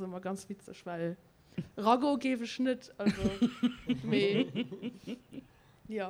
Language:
Luxembourgish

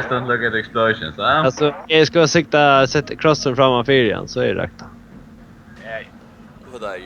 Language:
Faroese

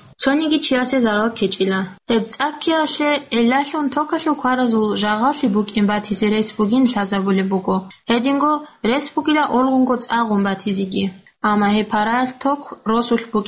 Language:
Avaric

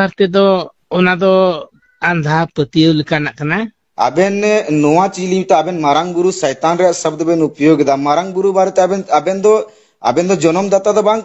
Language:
Santali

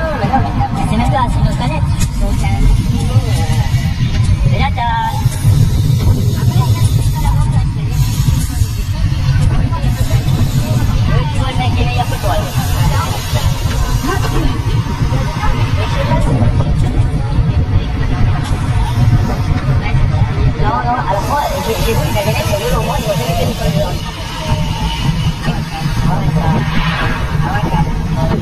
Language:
French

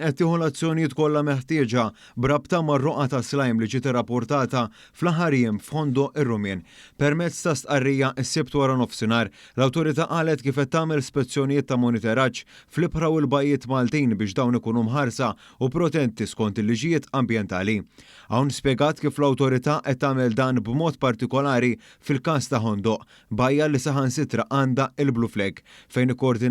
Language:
Maltese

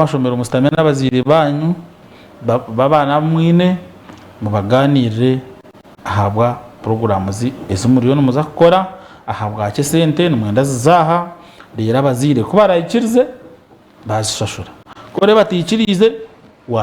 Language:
Nyankole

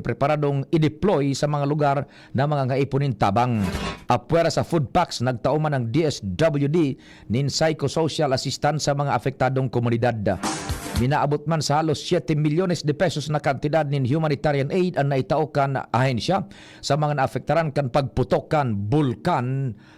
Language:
Bikol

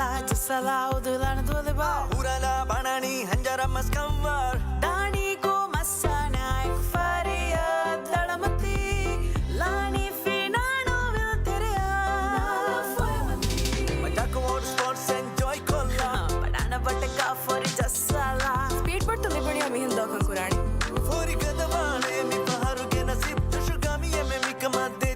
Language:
Divehi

